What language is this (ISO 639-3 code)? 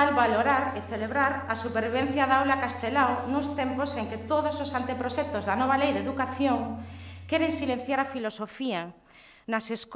glg